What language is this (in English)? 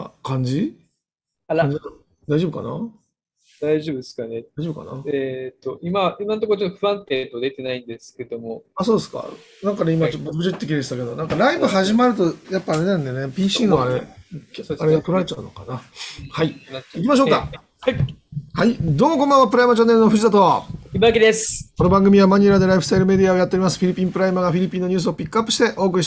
Japanese